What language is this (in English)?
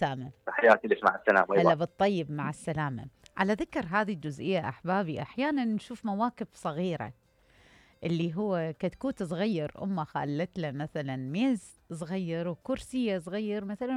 Mesopotamian Arabic